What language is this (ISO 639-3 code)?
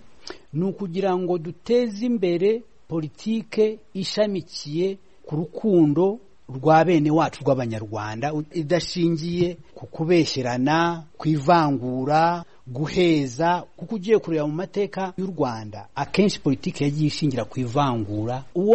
kin